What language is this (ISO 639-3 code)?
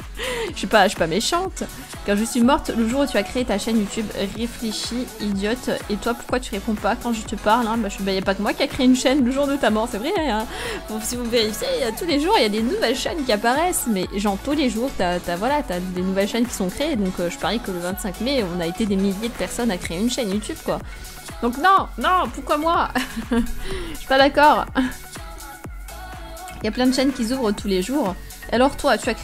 fra